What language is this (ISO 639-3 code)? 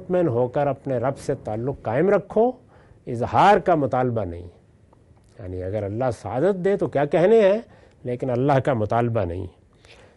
urd